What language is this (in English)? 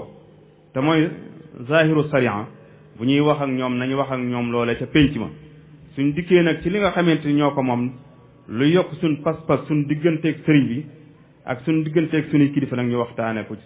Wolof